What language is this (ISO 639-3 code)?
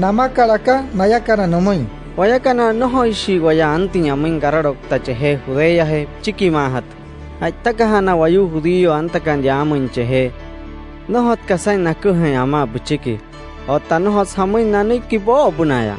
guc